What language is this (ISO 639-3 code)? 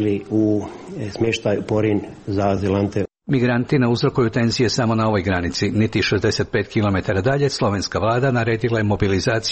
hrv